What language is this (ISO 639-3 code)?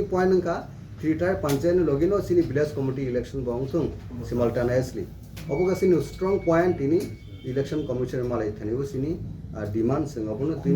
trp